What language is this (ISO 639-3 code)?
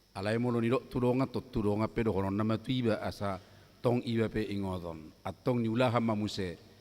bbc